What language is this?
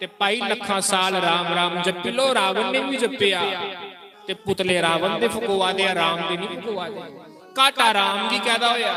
Dogri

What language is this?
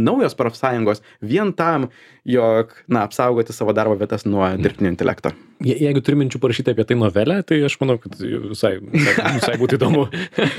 Lithuanian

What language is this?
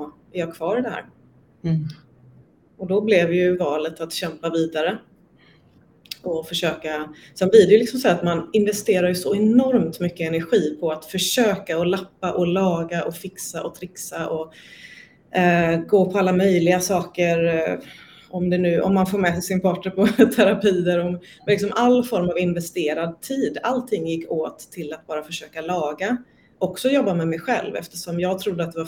Swedish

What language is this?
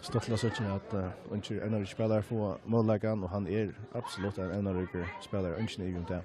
Faroese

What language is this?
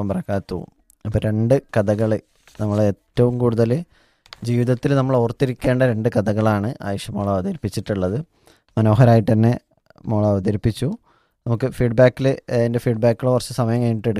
Malayalam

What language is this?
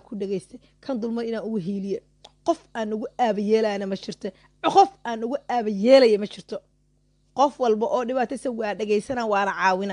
Somali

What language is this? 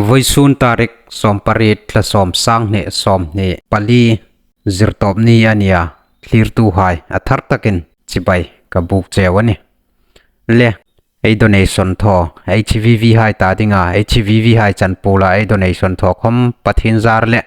Hmar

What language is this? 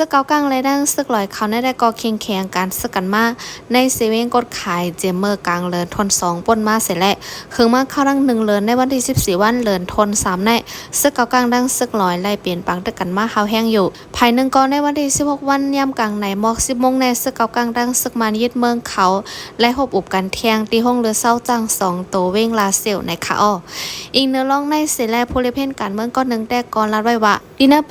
Shan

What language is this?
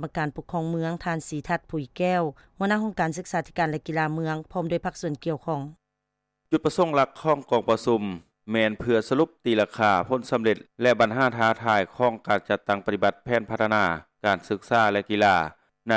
Lao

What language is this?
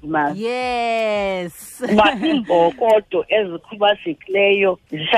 Xhosa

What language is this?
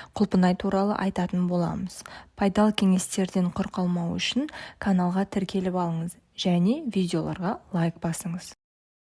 Kazakh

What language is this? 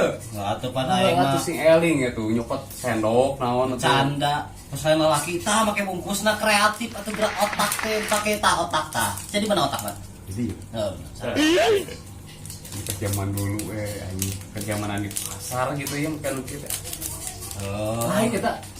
Sundanese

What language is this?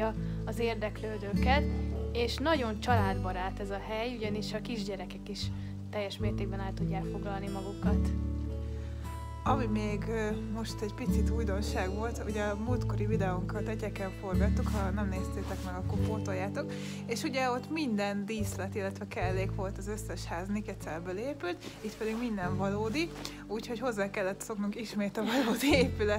Hungarian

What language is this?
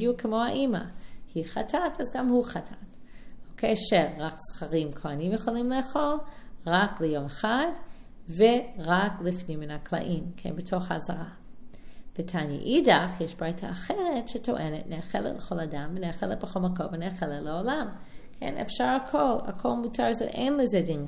Hebrew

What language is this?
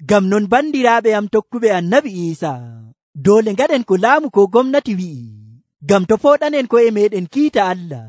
Nigerian Fulfulde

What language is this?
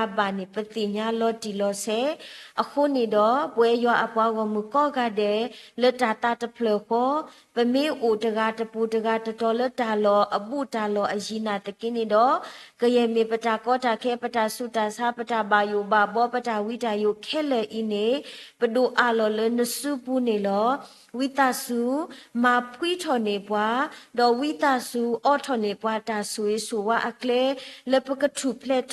S'gaw Karen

